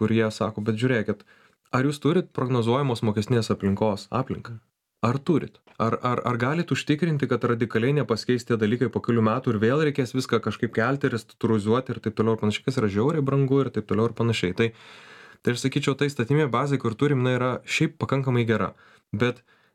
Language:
Lithuanian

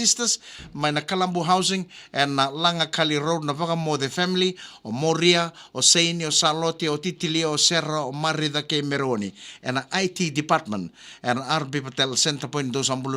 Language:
Fijian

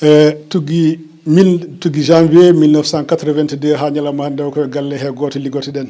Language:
Fula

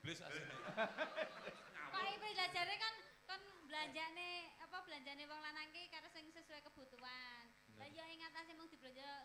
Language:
Javanese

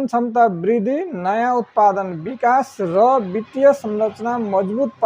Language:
Nepali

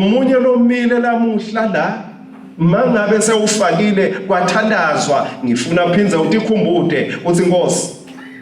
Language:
Swati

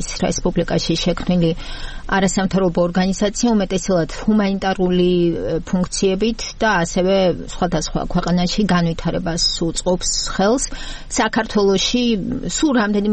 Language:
Georgian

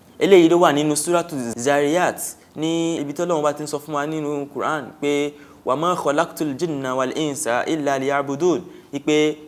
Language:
Yoruba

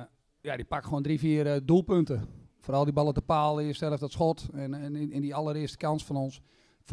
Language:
Dutch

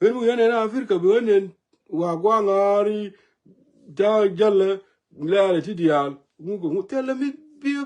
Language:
Nuer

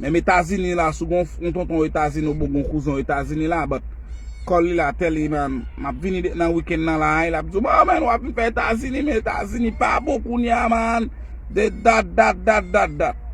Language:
Haitian Creole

